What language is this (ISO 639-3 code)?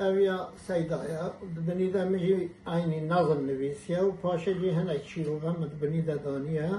kur